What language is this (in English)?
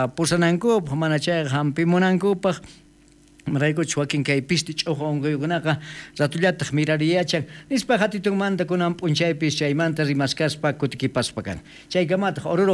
South Bolivian Quechua